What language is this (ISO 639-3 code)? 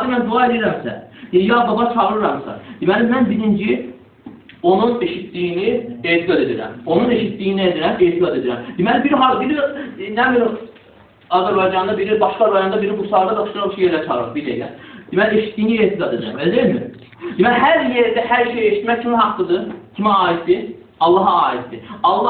aze